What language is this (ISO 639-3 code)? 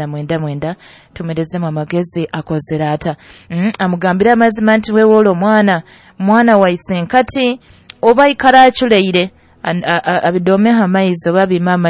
nyo